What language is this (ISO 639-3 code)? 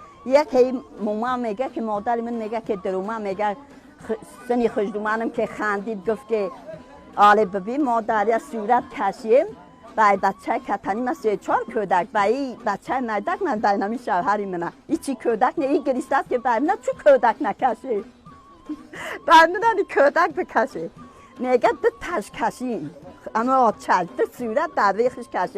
tgk